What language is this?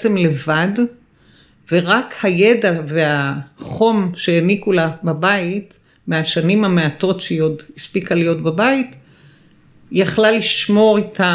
Hebrew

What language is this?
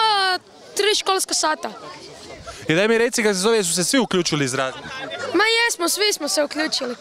Croatian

